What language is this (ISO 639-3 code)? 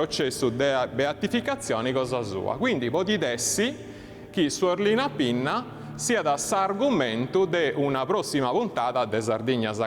srd